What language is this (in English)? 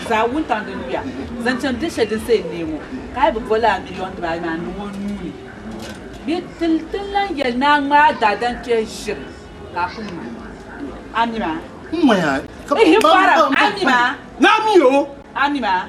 Dagbani